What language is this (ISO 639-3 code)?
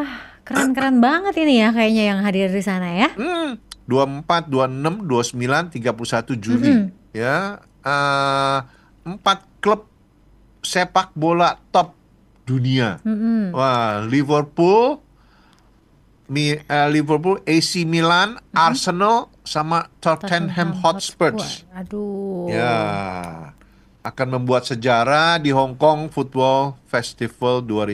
ind